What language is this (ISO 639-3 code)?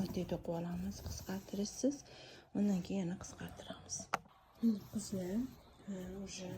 uzb